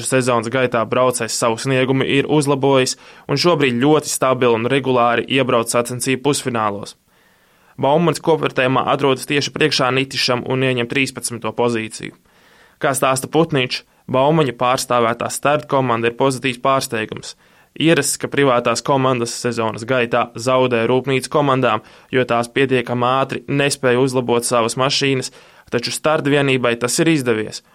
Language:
Latvian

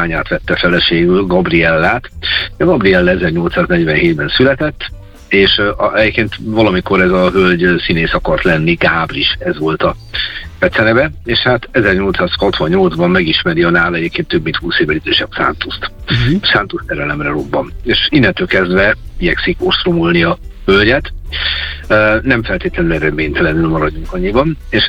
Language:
Hungarian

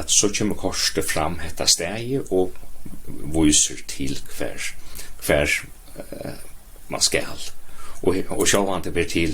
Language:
Faroese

